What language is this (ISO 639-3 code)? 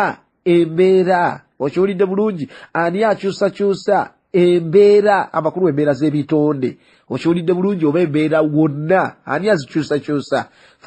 lug